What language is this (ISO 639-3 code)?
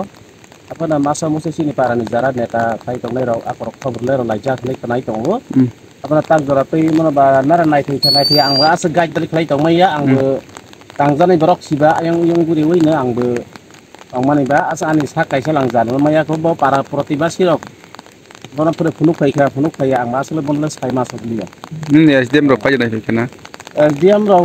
trp